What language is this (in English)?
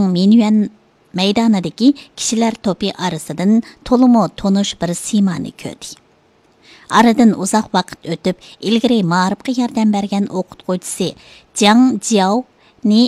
Uyghur